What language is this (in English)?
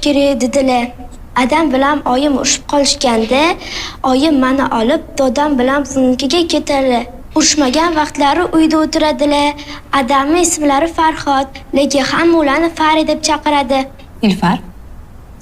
Uzbek